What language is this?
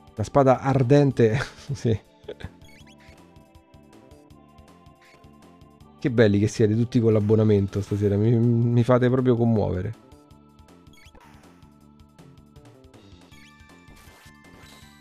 Italian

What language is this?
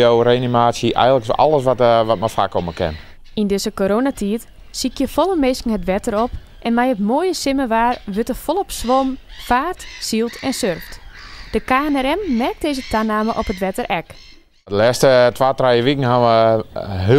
Western Frisian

